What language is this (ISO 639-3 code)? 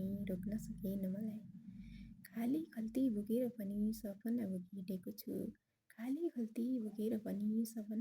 nep